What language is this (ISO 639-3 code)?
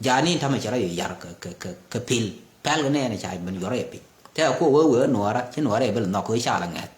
nus